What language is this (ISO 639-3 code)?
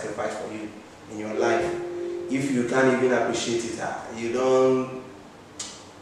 eng